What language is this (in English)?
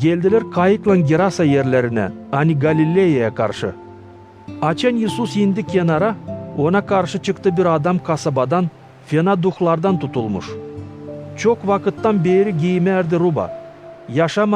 Gagauz